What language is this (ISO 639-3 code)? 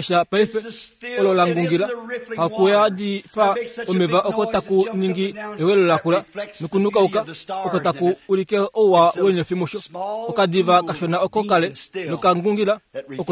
kua